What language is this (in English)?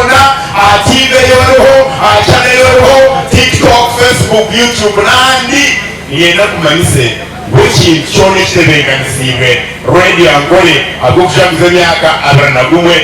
Nyankole